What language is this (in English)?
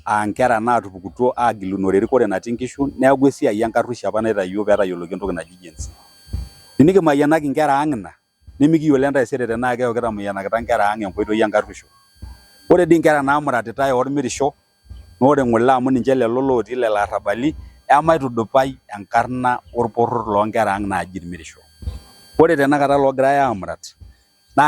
Masai